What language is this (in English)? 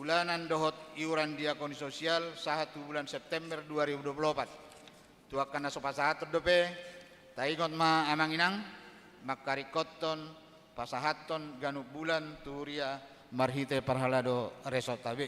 Batak Toba